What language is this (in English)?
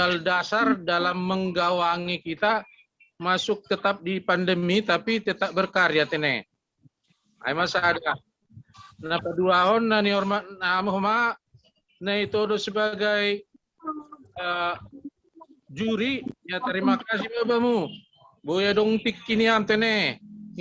Batak Simalungun